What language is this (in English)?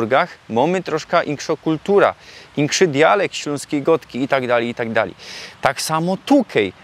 Silesian